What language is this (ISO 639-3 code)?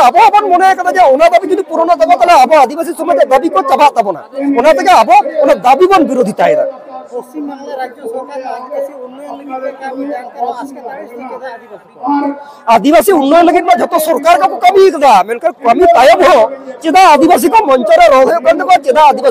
sat